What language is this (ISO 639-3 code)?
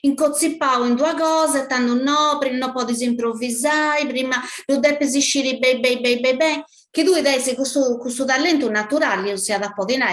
srd